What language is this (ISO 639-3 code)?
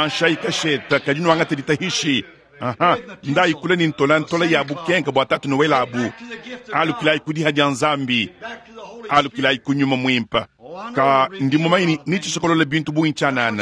lua